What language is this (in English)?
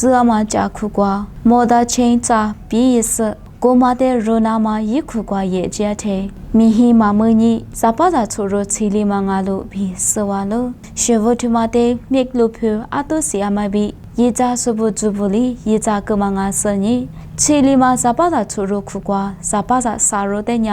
Lisu